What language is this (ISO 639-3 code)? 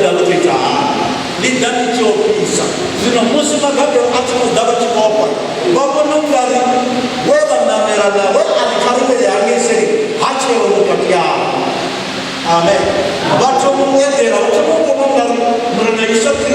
ven